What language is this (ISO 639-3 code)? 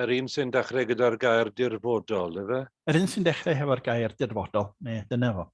cym